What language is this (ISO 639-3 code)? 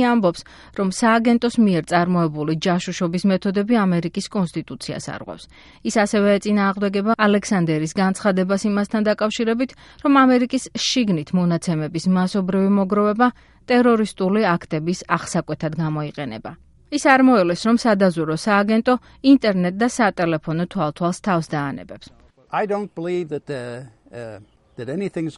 kat